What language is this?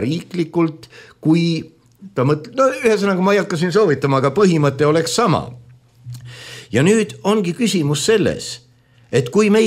Estonian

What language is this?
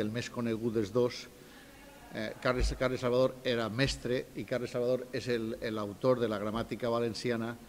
Catalan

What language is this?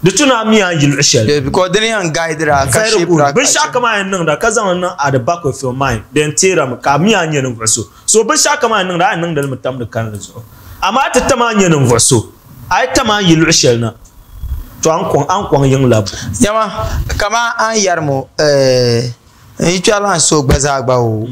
Dagbani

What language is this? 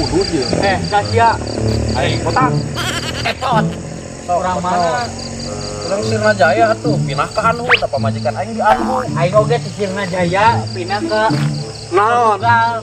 Sundanese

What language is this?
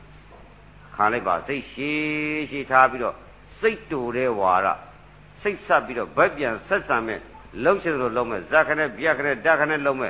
Burmese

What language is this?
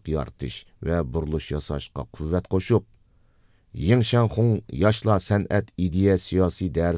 Uyghur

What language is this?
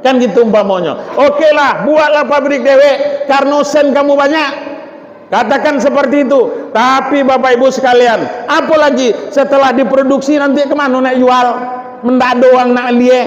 Minangkabau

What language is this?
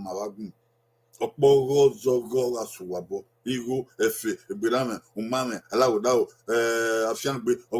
Bini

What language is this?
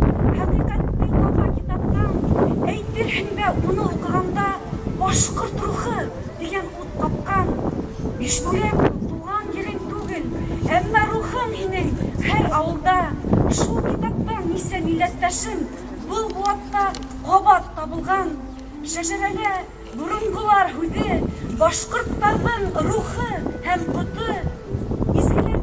Bashkir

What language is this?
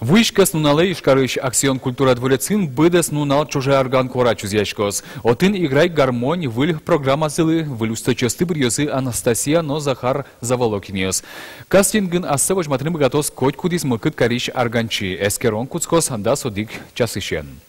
Udmurt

